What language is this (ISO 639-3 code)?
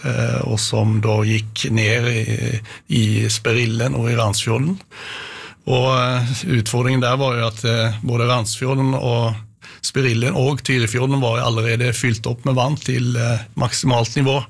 nor